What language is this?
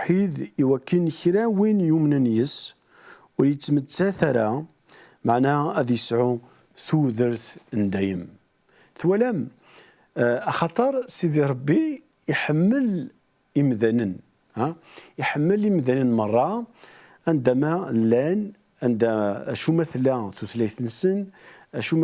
Kabyle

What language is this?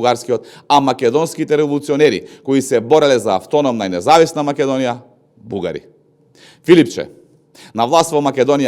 Macedonian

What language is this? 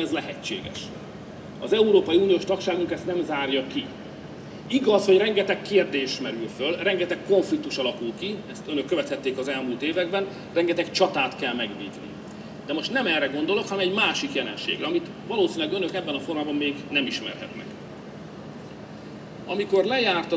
Hungarian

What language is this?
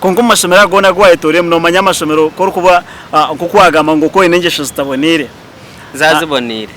Nyankole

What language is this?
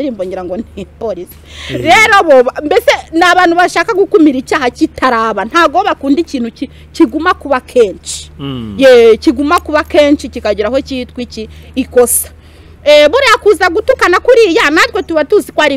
Kinyarwanda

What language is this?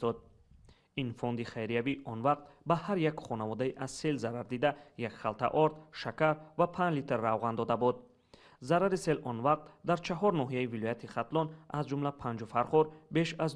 Tajik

